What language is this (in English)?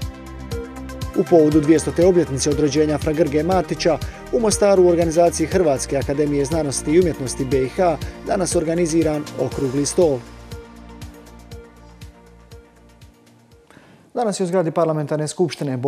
Croatian